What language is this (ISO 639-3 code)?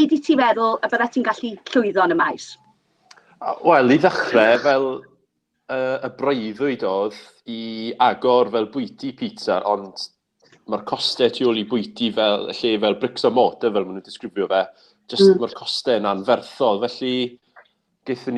cym